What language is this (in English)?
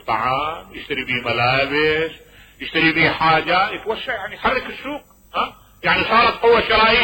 Mesopotamian Arabic